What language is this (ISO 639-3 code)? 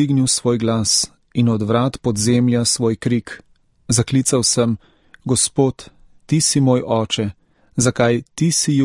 slv